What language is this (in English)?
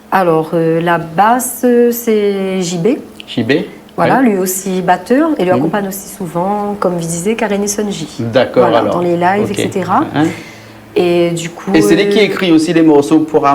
Réunion Creole French